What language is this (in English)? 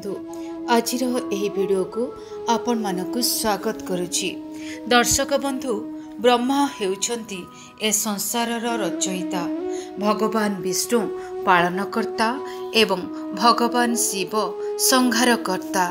Odia